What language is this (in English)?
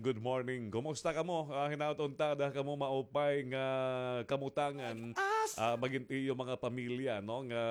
Waray